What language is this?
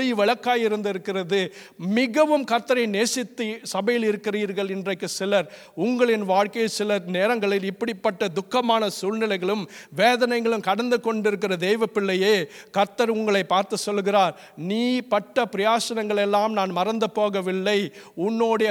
Tamil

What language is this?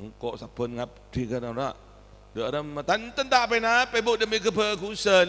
Madurese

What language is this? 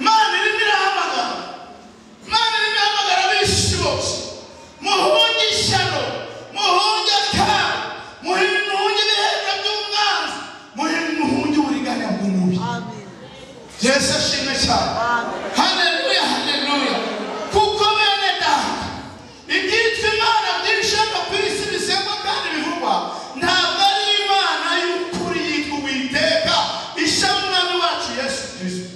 Kinyarwanda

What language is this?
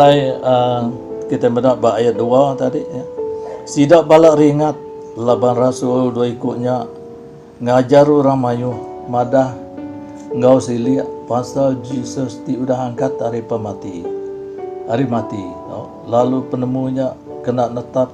Iban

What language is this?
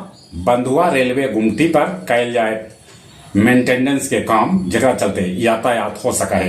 Magahi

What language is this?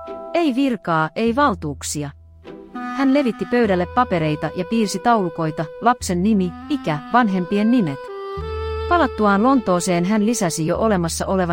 Finnish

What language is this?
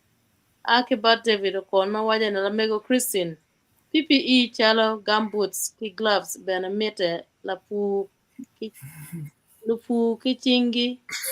Acoli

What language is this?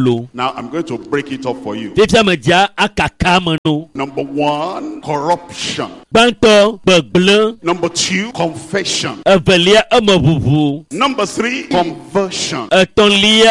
Ewe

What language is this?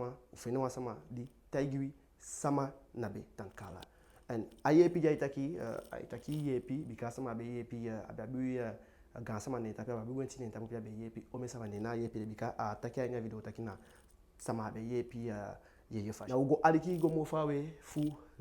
Eastern Maroon Creole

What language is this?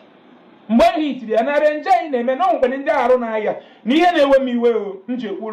Igbo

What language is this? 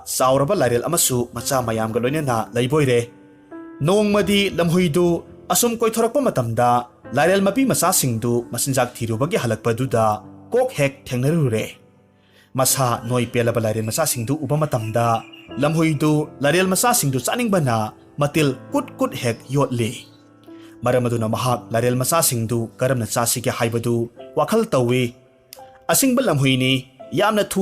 Manipuri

